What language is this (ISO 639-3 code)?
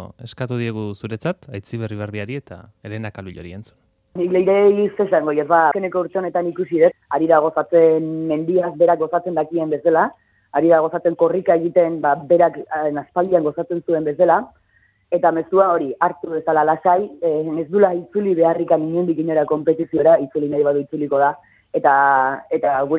eus